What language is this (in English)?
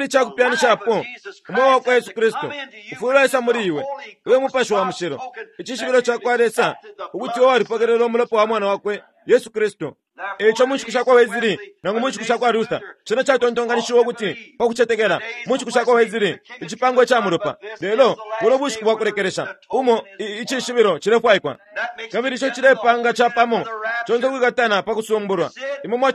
Bemba